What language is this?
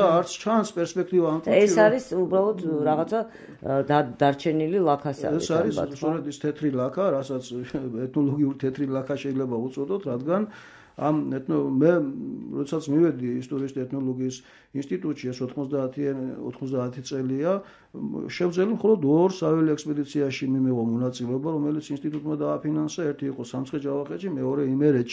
Georgian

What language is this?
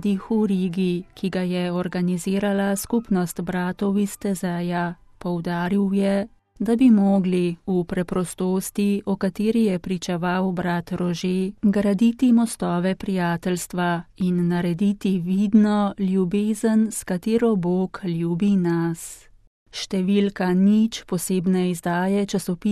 Slovenian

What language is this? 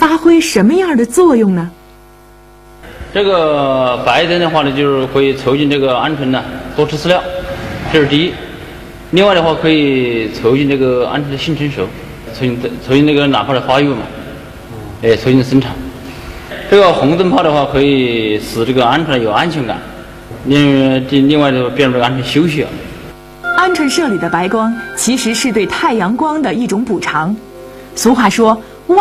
Chinese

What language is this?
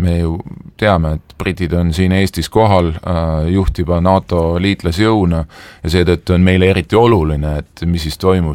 Estonian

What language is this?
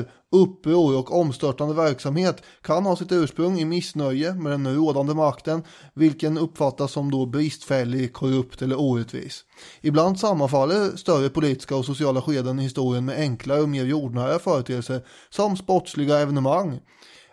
Swedish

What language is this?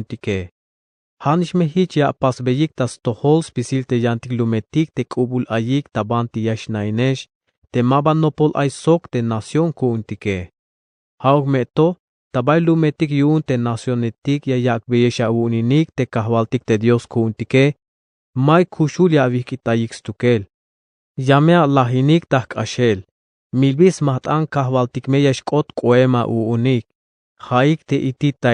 Tzeltal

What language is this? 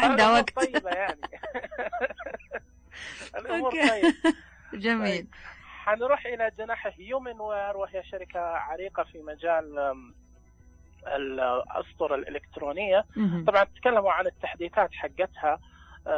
Najdi Arabic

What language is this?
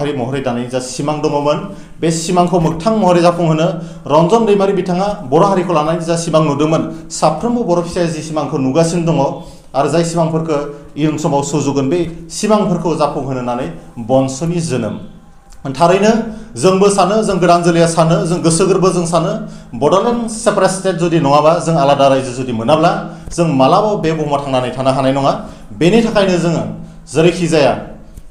Bodo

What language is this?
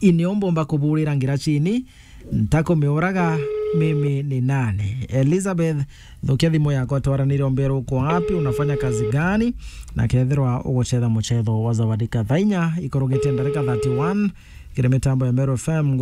Meru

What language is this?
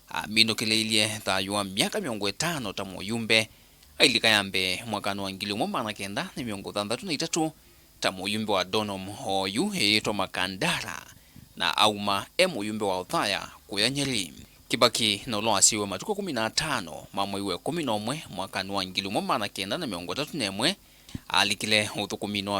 Kamba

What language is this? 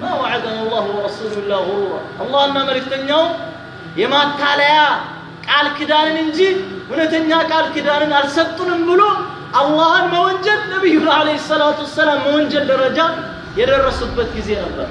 Amharic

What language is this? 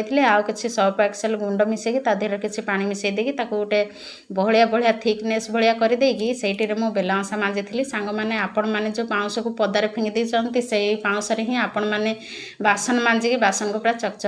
Odia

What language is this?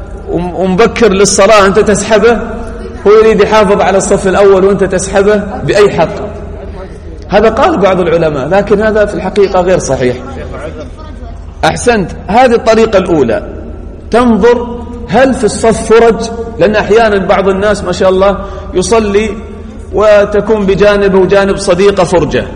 Arabic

